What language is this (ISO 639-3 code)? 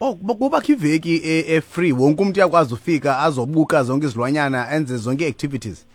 xho